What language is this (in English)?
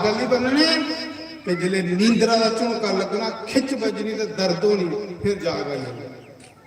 Dogri